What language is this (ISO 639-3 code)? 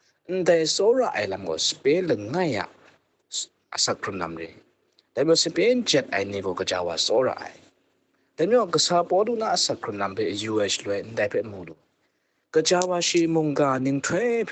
kac